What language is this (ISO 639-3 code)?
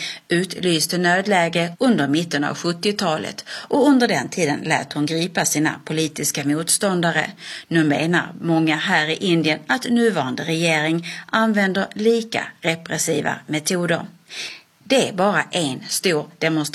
swe